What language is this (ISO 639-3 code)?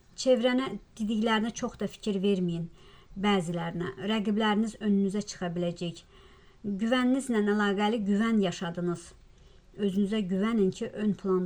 aze